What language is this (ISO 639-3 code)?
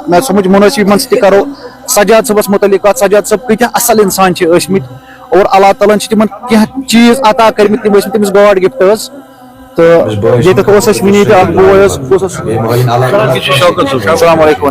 kas